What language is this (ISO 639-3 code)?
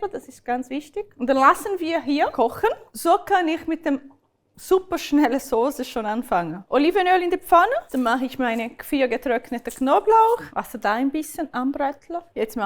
gsw